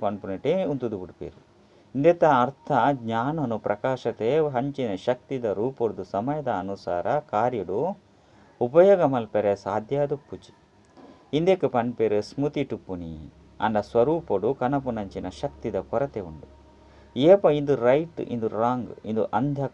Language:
Tulu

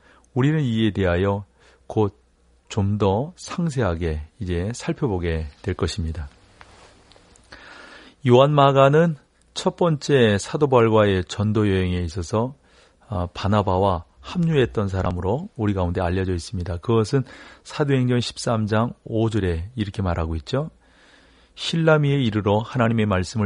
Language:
Korean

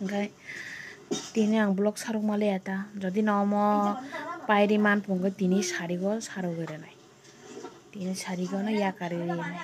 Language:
Kok Borok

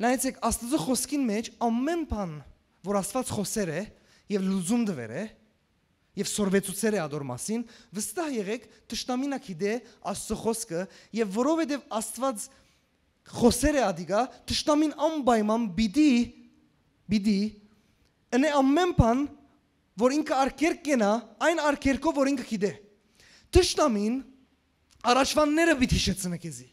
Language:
Western Armenian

